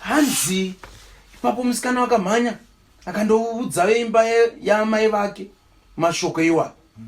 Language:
Shona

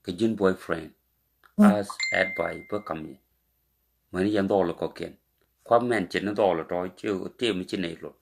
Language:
Nuer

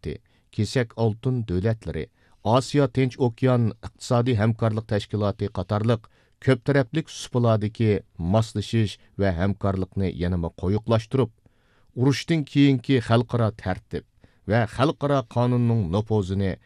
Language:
Uyghur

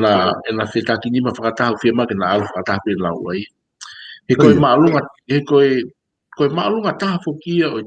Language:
Tongan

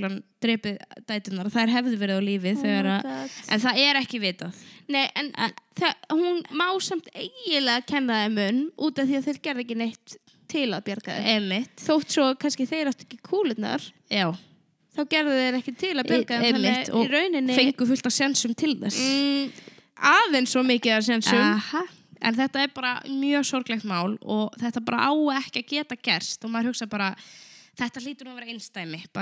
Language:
Icelandic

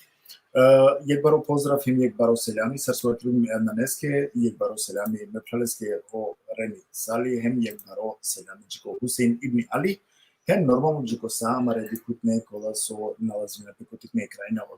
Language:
Balkan Romani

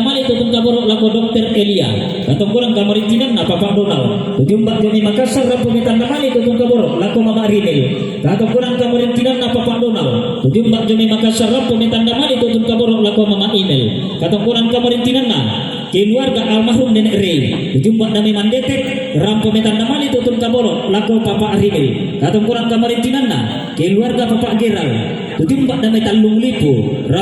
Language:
Toraja-Sa'dan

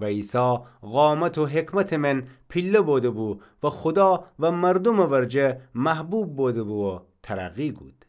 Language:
Gilaki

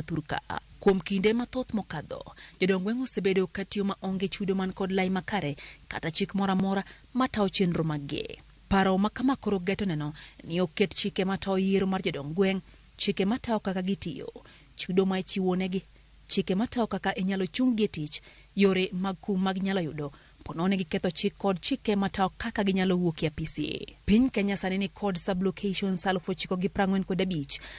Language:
Luo (Kenya and Tanzania)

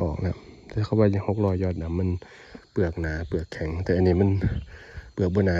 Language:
Northeastern Thai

